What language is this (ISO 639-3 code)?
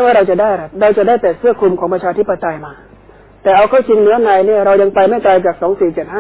tha